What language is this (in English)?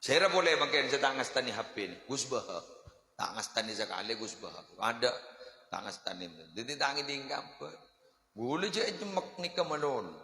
Madurese